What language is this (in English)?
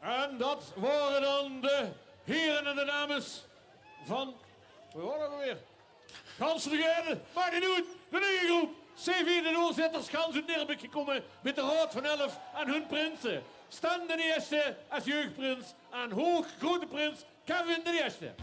Limburgish